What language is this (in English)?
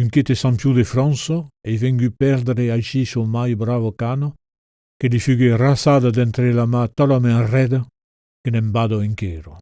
Occitan